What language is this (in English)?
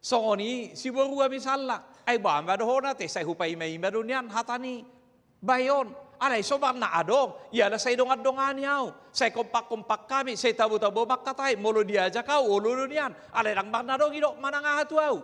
Batak Toba